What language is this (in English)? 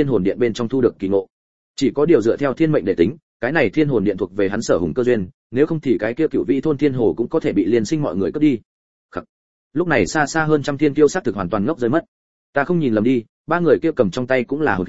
Vietnamese